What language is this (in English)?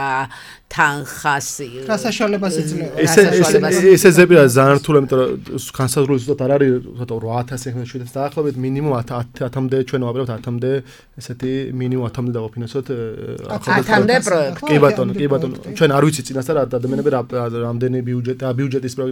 Georgian